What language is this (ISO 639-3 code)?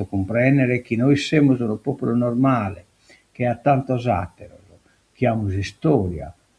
srd